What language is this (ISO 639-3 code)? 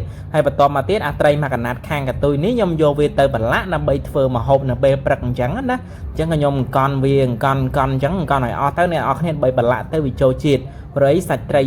khm